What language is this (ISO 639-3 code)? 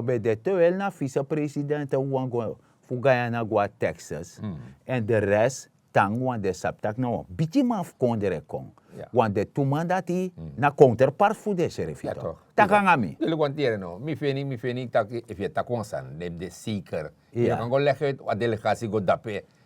srn